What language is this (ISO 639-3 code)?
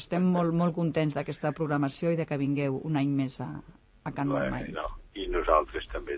cat